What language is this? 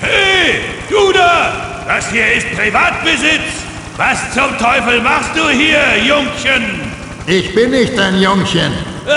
Bavarian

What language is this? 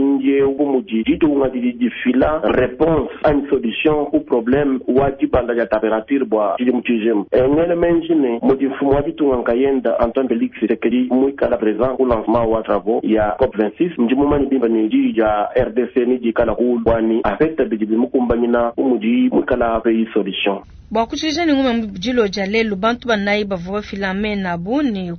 Luba-Lulua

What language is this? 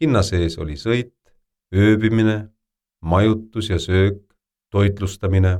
Estonian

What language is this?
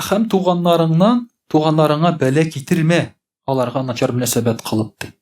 Tatar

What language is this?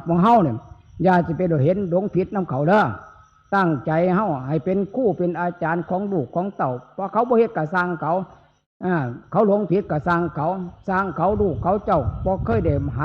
Northeastern Thai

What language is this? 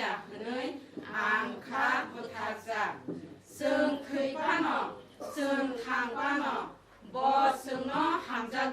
Kok Borok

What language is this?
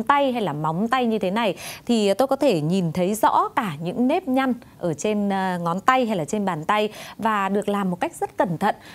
Vietnamese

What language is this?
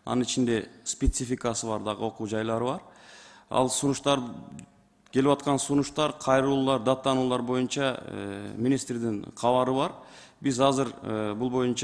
Kyrgyz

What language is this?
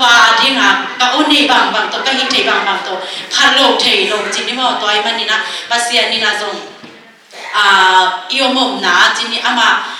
Tedim Chin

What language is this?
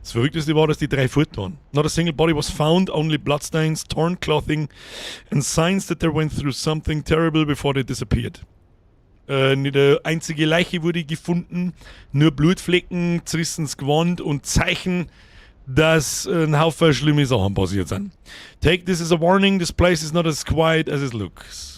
Bavarian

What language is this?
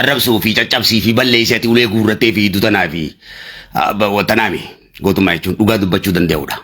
Oromo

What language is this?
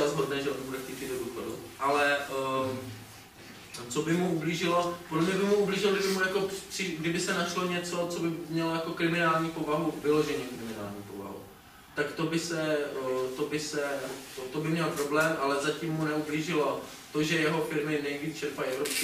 Czech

